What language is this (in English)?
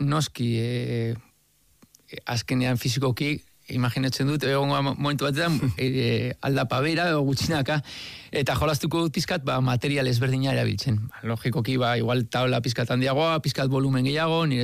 Basque